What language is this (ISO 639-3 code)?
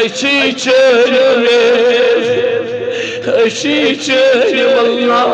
kas